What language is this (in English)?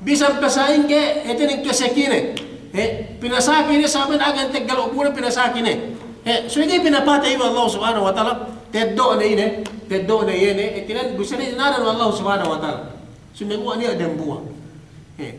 Yakan